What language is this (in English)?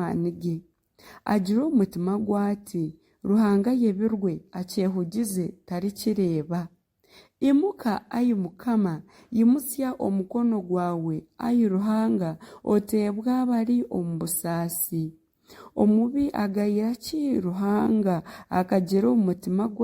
Nyankole